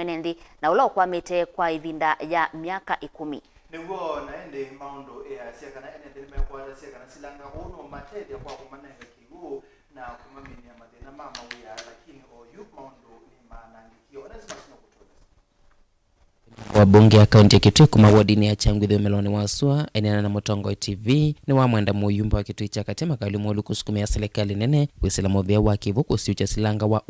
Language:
Kamba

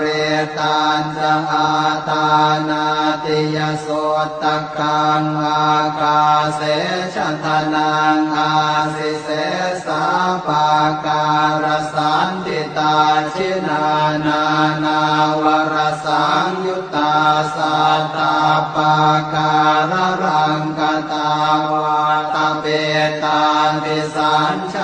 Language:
Pali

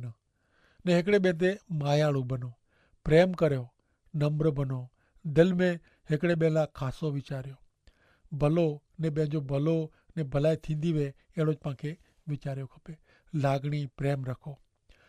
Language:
Kachhi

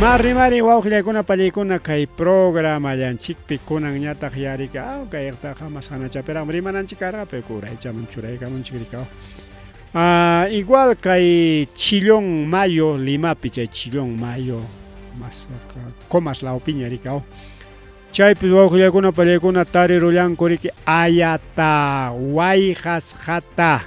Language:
Ayacucho Quechua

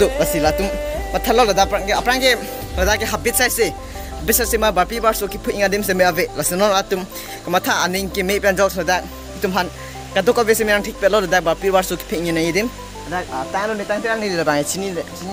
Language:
Karbi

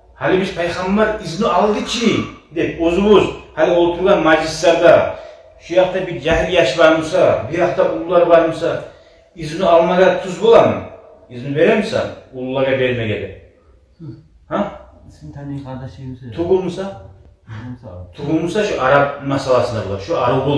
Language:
Kumyk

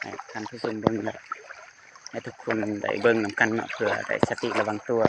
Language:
Lao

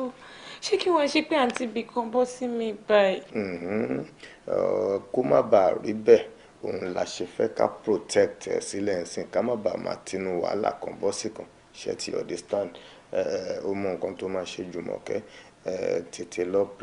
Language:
Yoruba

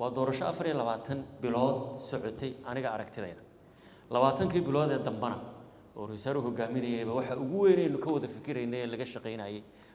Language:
Somali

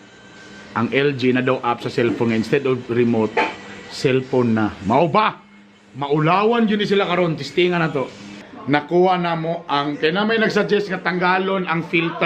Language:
Cebuano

